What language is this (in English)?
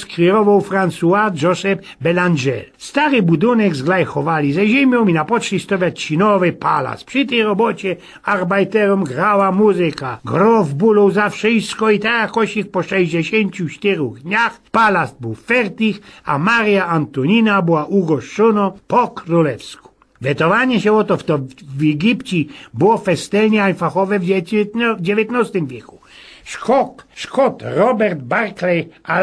Silesian